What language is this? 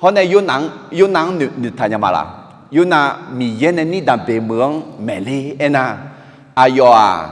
Akha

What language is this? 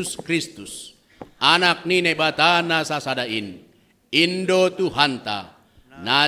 Batak Simalungun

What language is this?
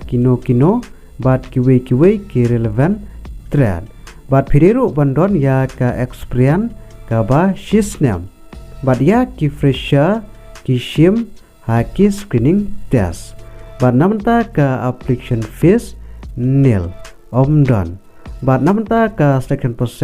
Khasi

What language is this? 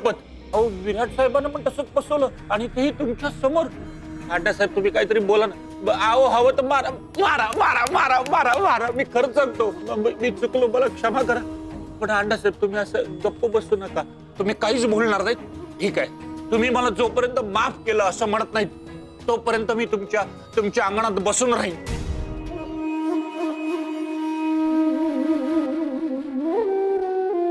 Marathi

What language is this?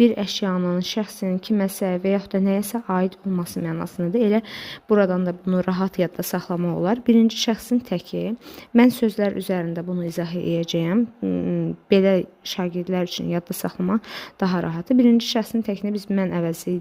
Azerbaijani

